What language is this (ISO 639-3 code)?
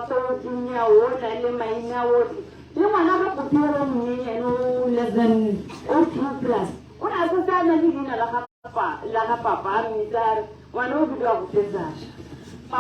tsn